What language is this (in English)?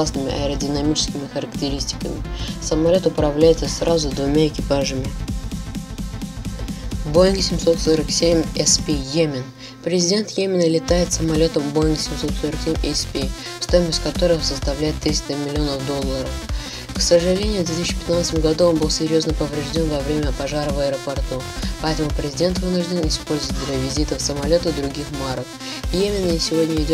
Russian